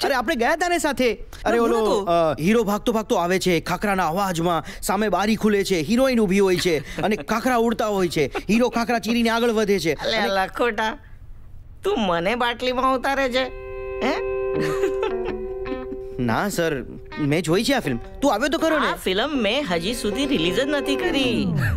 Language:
Gujarati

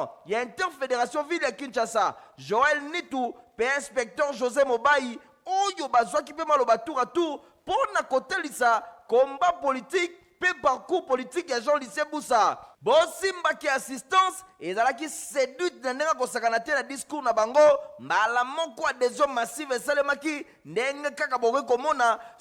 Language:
Lingala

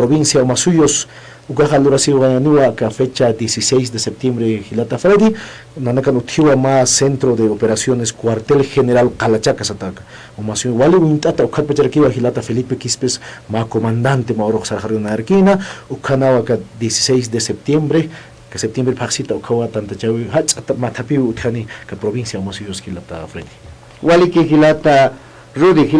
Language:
Aymara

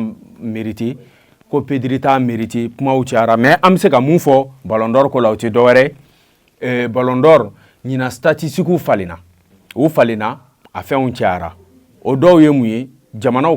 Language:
Bambara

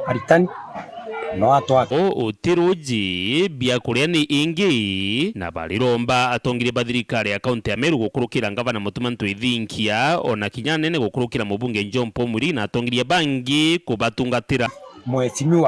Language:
Meru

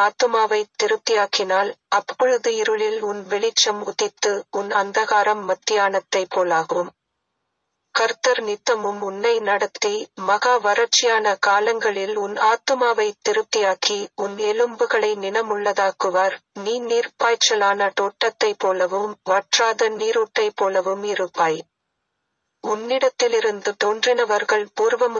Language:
Tamil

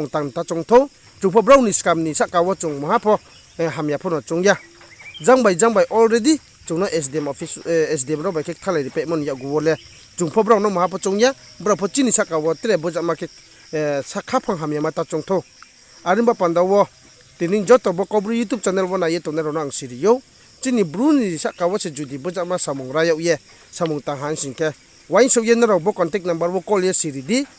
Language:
Riang (India)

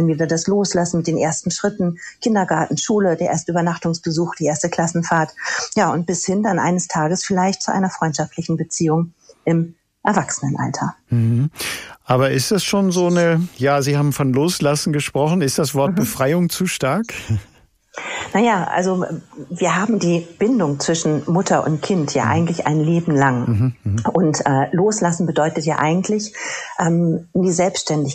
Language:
German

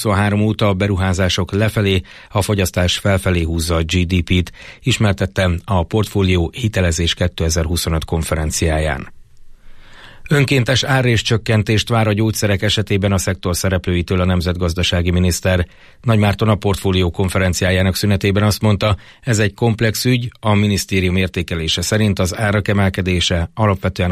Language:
Hungarian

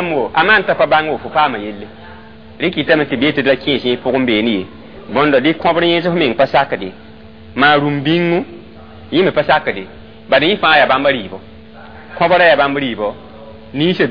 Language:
Mossi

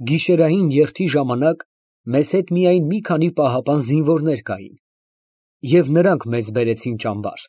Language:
Armenian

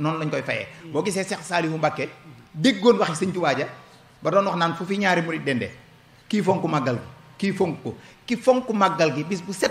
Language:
Wolof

